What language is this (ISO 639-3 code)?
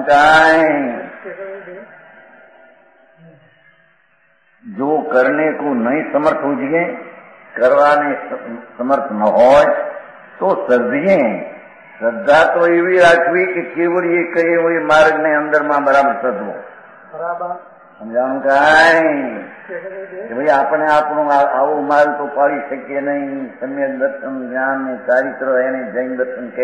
guj